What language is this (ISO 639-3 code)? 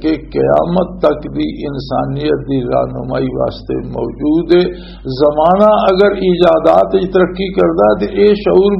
lah